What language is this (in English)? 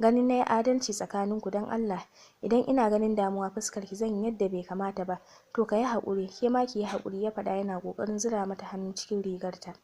Hausa